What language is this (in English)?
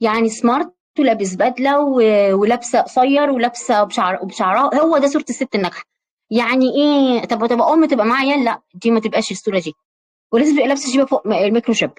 Egyptian Arabic